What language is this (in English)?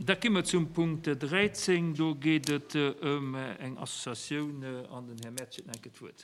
Luxembourgish